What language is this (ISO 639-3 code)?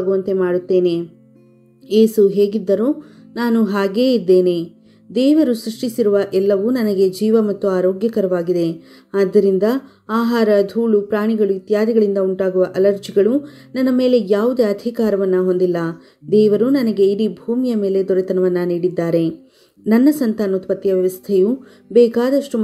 kan